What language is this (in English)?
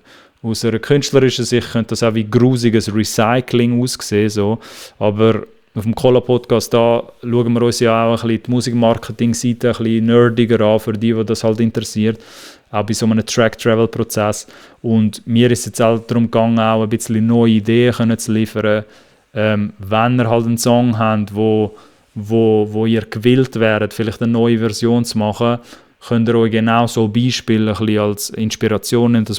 Swiss German